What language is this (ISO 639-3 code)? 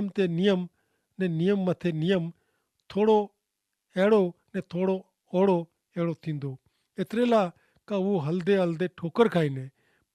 kfr